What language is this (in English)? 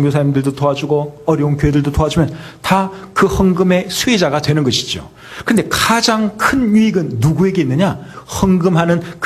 Korean